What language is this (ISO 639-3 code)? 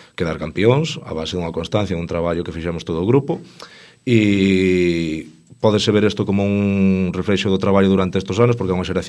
glg